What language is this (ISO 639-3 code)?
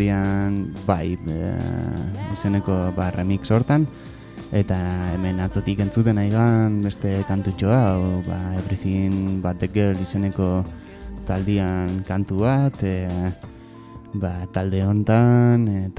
eus